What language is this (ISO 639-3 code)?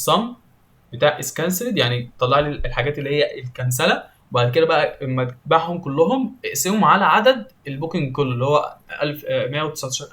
arz